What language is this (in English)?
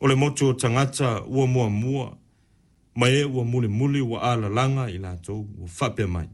Samoan